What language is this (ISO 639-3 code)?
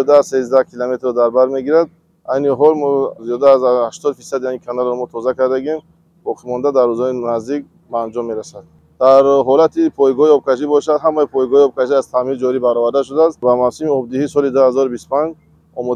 tgk